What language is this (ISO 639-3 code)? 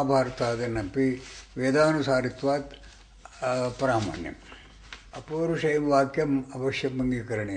san